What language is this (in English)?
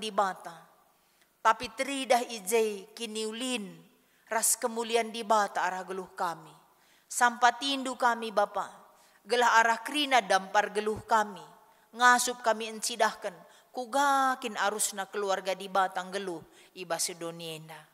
Batak Karo